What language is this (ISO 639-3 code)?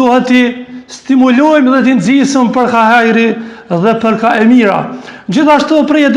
sqi